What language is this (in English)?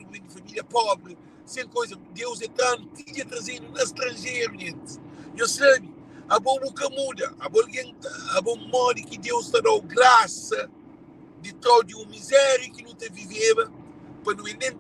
Kabuverdianu